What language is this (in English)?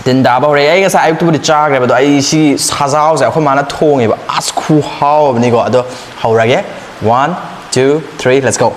Manipuri